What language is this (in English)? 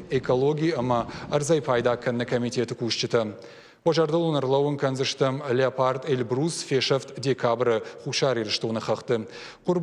Ossetic